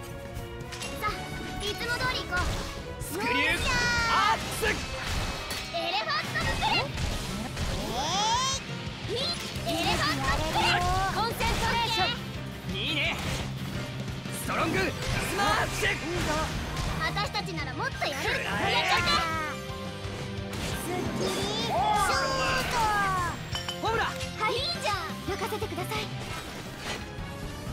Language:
Japanese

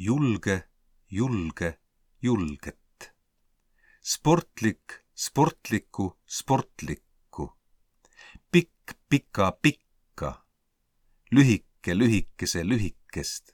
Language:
Estonian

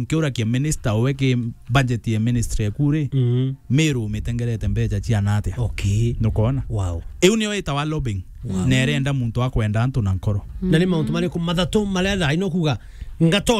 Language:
Meru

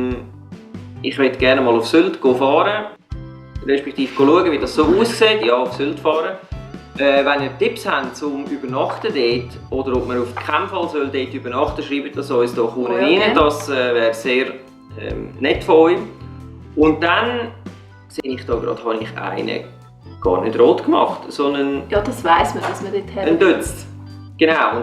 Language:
Swiss German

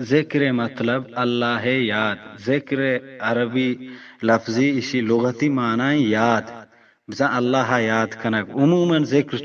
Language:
Eastern Balochi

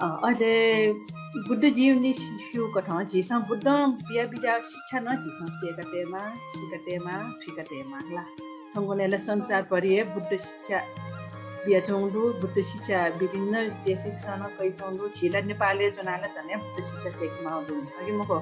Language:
Newari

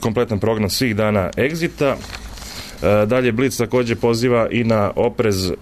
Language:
Serbian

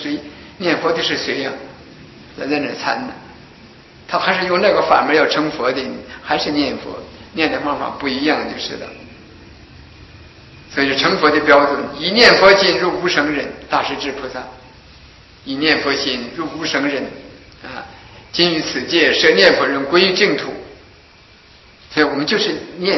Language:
Chinese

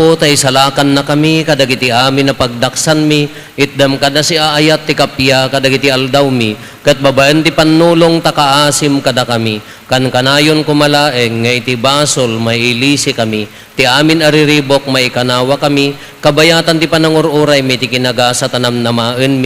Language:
Iloko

